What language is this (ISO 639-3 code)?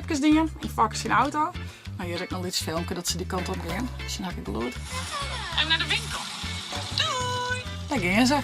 fry